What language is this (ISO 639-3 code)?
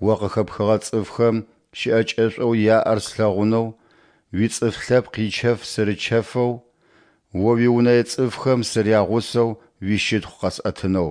ady